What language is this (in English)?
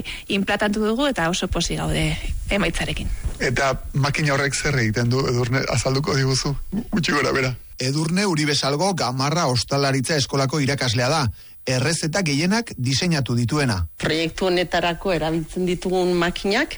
Basque